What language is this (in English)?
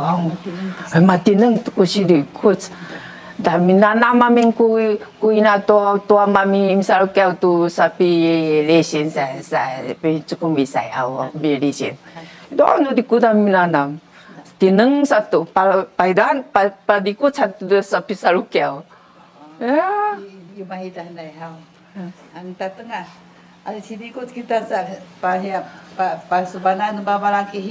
Sakizaya